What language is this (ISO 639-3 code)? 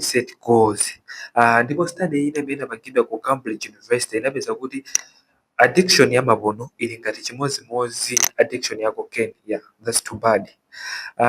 nya